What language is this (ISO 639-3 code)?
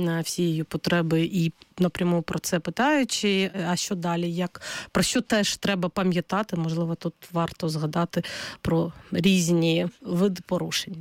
ukr